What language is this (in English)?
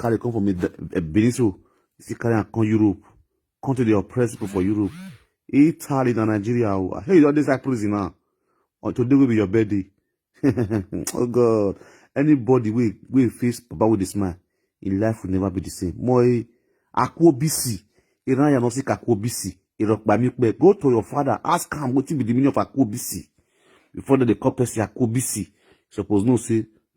Nigerian Pidgin